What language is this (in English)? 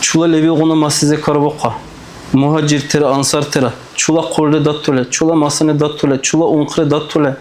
Dargwa